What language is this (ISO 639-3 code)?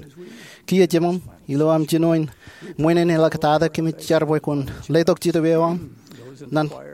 mah